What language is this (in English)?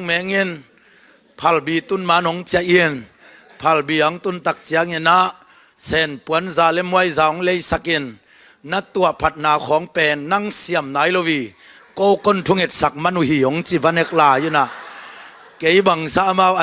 Tedim Chin